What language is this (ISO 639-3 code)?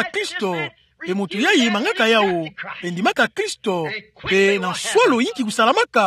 ktu